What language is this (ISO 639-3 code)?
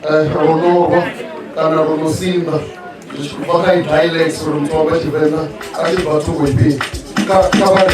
ven